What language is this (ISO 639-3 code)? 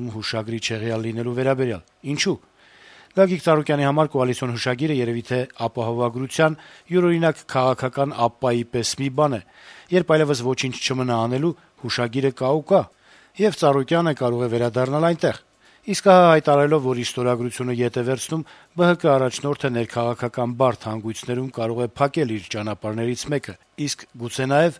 hye